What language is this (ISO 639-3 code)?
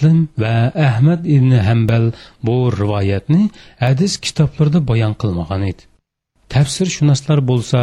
uig